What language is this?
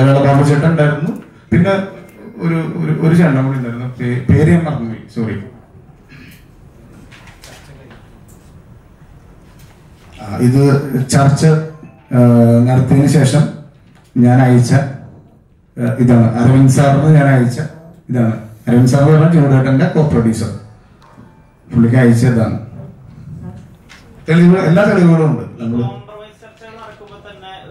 Malayalam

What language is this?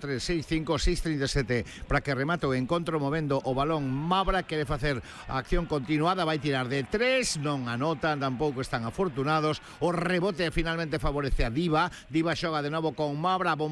Galician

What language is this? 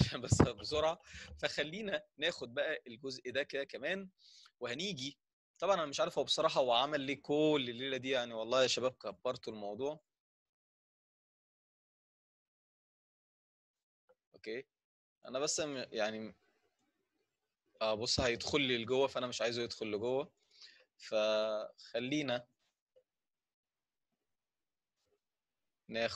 Egyptian Arabic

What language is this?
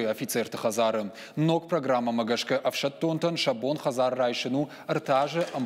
Ossetic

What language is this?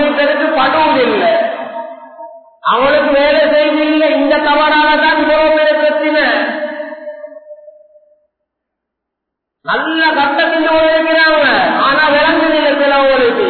Tamil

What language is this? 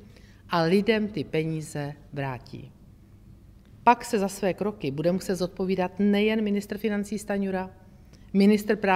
Czech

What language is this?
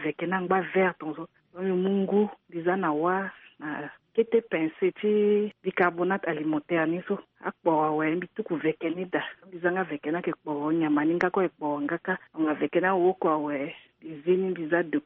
Sango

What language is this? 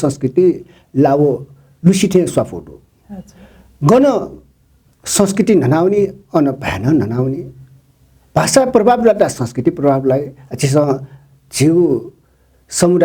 Newari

